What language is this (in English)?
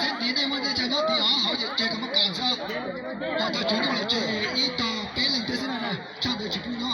Hmong